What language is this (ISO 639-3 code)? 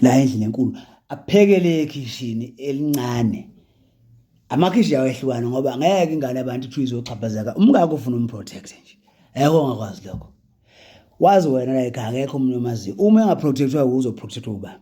zul